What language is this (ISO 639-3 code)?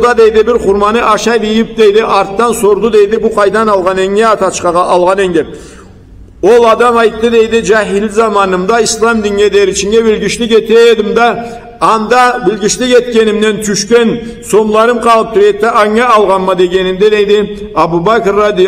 krc